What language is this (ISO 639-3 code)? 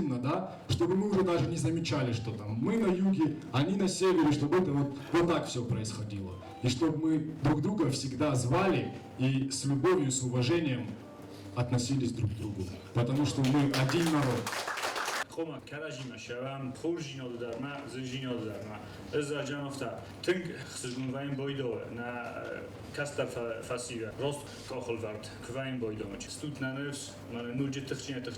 oss